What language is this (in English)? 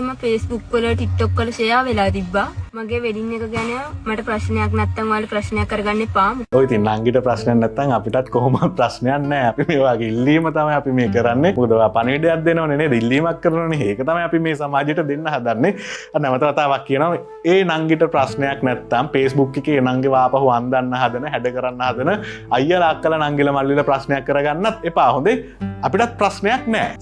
Sinhala